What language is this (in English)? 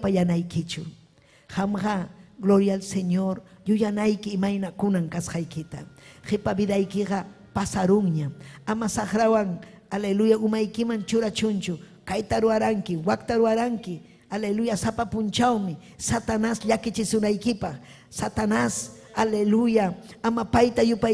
Ayacucho Quechua